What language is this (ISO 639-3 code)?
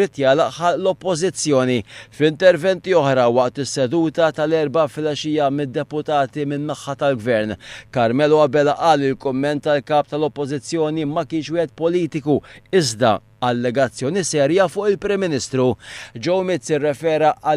mlt